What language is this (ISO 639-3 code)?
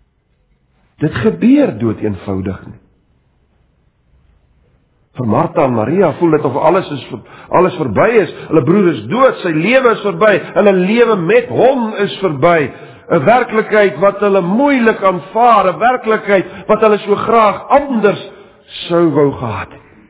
afr